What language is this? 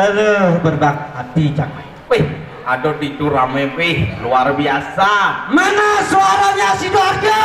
Balinese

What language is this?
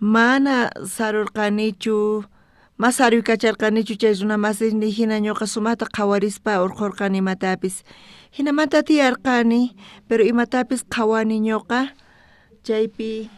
South Bolivian Quechua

